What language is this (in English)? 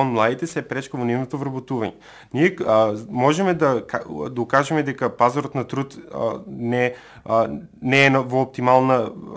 Macedonian